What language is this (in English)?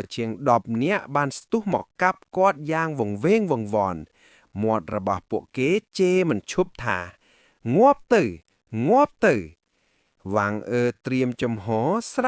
Khmer